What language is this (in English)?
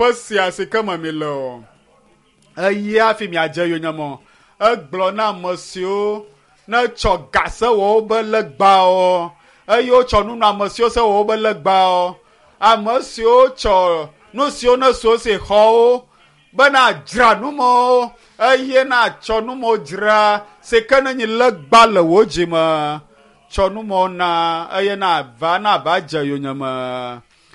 Ewe